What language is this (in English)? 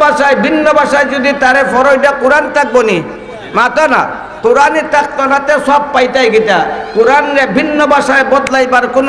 Sylheti